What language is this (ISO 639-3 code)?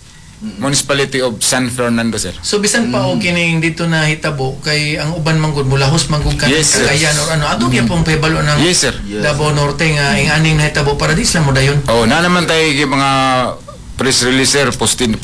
ceb